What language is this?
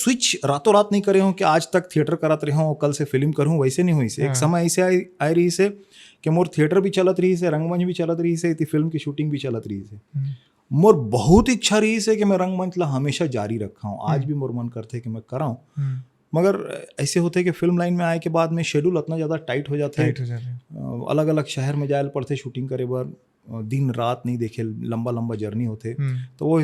Chhattisgarhi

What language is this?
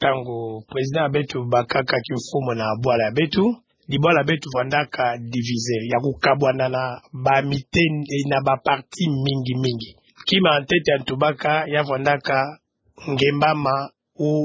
Kituba (Democratic Republic of Congo)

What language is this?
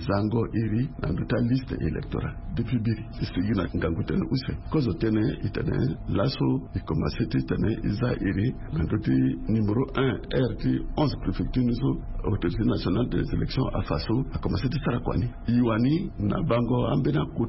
Sango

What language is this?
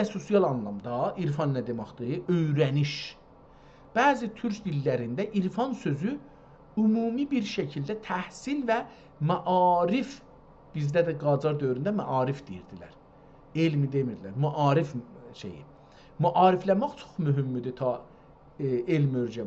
South Azerbaijani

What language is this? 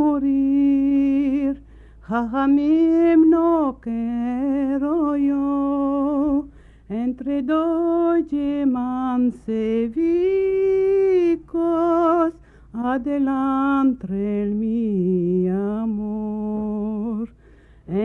Ladino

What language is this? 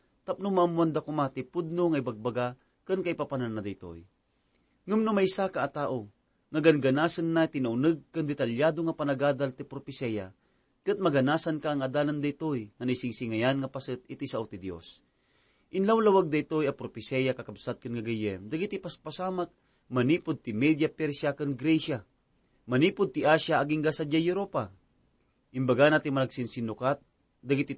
Iloko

